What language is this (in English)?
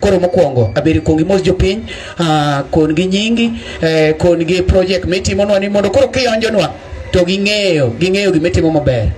Luo (Kenya and Tanzania)